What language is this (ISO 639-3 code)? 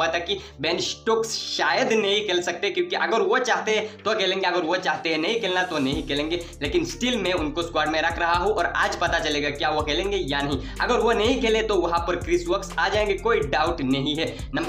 hin